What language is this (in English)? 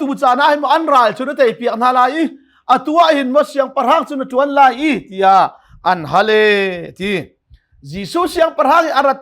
Hakha Chin